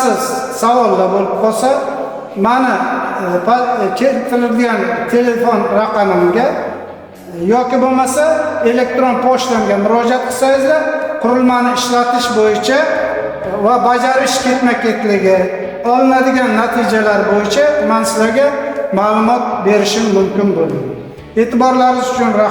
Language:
Uzbek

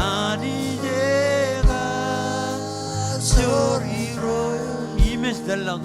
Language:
Marshallese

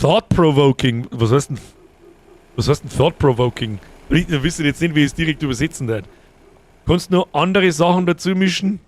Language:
Bavarian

